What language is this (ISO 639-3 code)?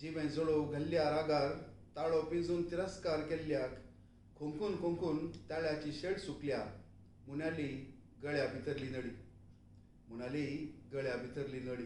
kok